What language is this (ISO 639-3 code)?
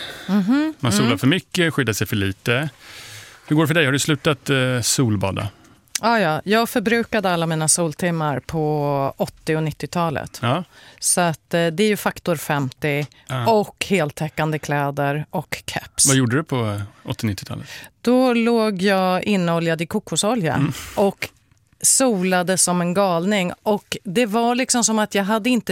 swe